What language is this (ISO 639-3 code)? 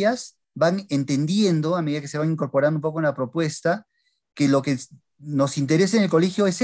spa